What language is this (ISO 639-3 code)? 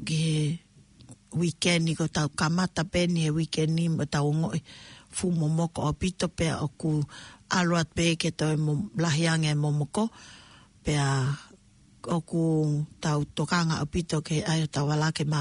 ton